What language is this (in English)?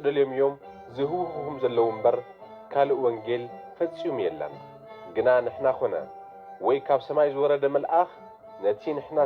Tigrinya